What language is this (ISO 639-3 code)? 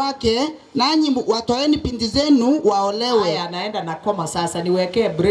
guz